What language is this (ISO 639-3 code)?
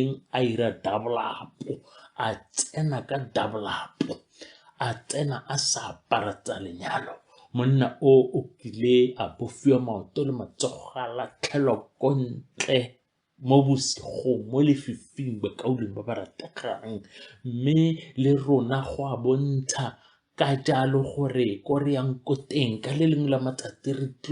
tsn